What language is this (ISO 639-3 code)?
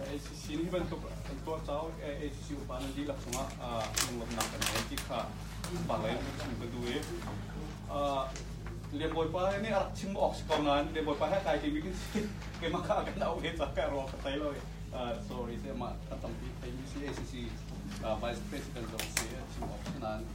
cnh